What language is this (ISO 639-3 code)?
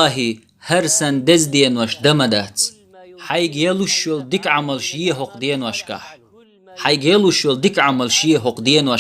che